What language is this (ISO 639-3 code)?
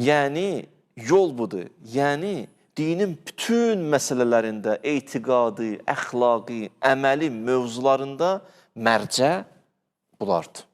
aze